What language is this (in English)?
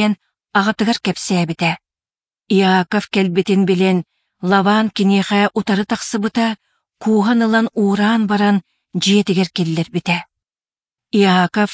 Yakut